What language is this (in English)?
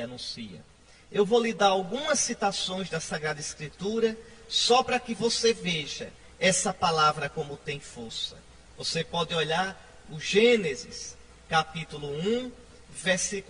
Portuguese